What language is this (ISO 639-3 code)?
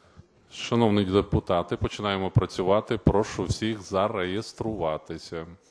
ukr